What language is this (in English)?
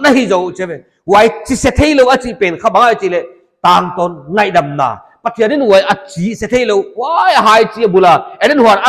Paite Chin